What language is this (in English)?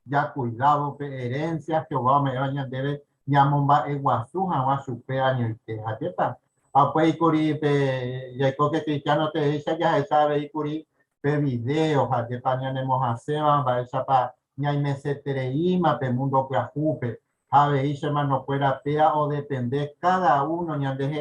Guarani